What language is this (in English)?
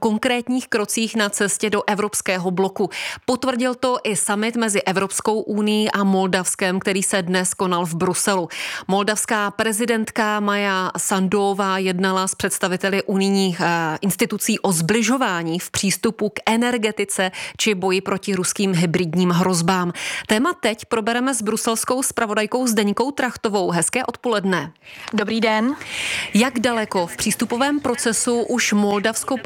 Czech